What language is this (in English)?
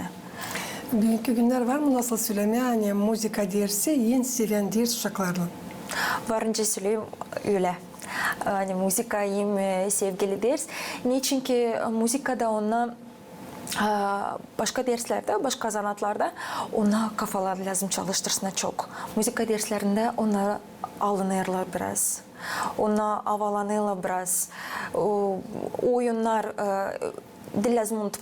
Gagauz